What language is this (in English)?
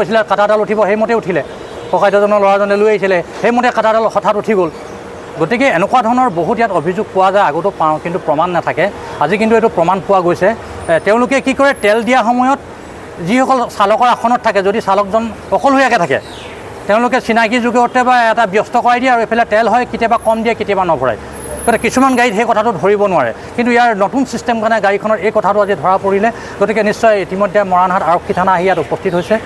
Assamese